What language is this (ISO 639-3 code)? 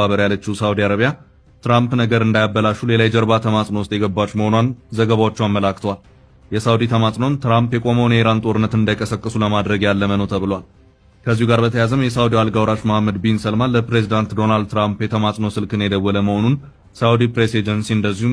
amh